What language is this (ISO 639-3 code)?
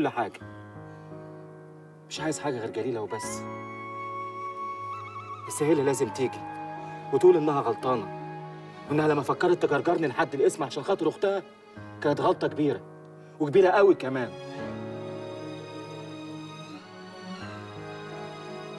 arz